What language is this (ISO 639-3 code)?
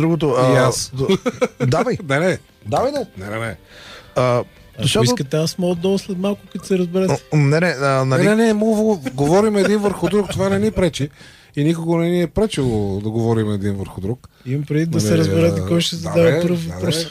bul